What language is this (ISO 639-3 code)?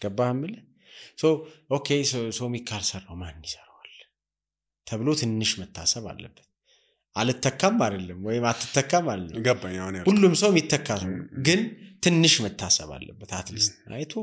amh